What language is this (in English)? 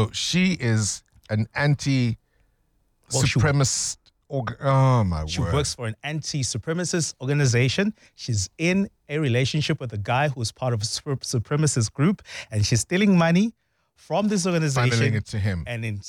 English